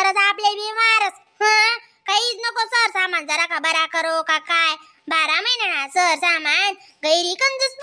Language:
Khandesi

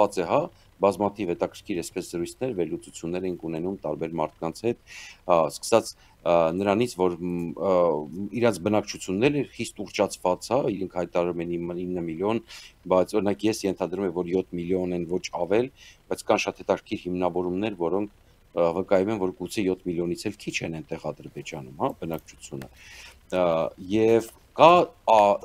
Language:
Armenian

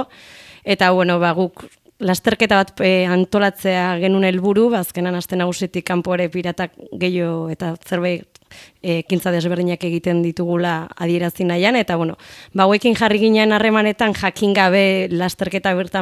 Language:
Basque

